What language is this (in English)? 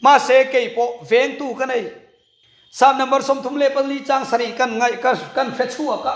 Mizo